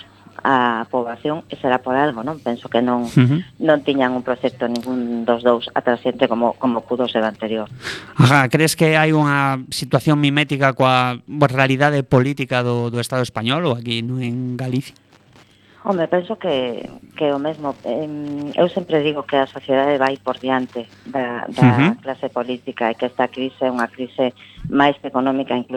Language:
Galician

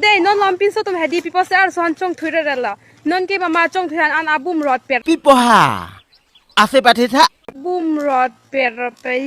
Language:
Karbi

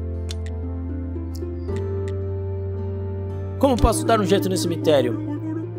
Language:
Portuguese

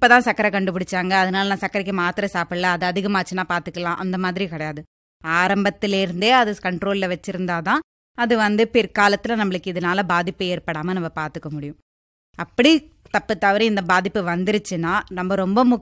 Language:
Tamil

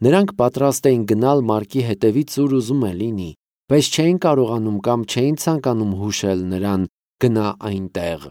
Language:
Armenian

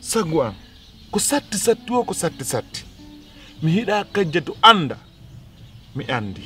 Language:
Pular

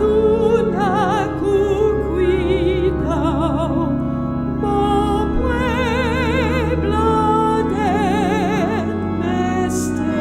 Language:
Papiamento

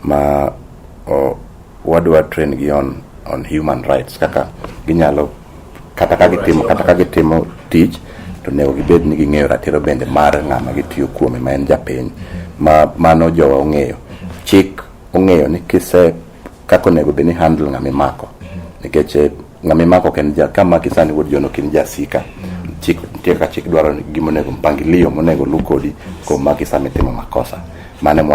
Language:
Luo (Kenya and Tanzania)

